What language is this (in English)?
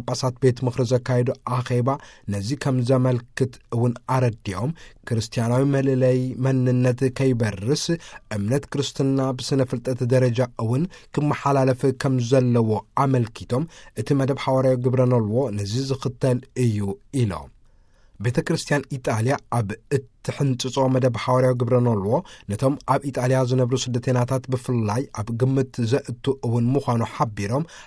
Tigrinya